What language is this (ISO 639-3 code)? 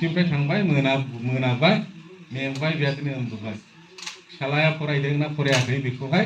brx